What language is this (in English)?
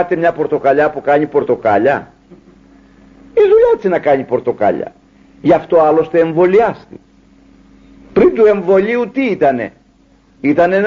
Greek